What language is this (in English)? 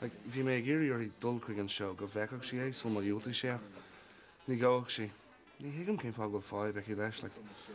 Irish